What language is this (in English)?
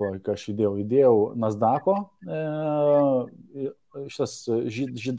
Lithuanian